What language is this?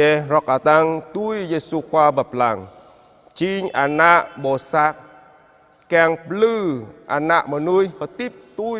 Jarai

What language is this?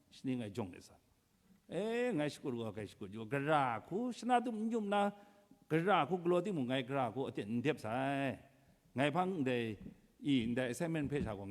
Kachin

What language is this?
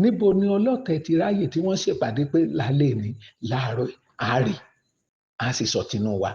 Yoruba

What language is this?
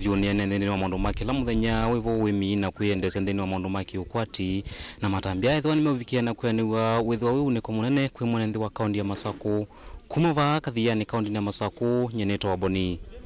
Kamba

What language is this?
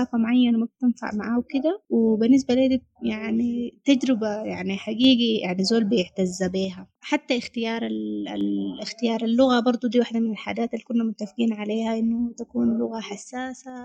Sudanese Arabic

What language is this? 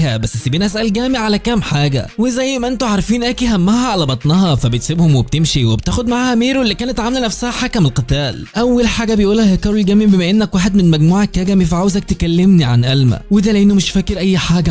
Egyptian Arabic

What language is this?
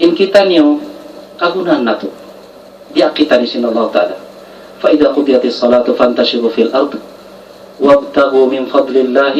Tausug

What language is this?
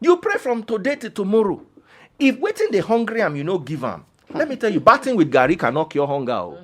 Nigerian Pidgin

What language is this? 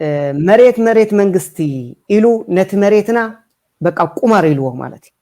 Tigrinya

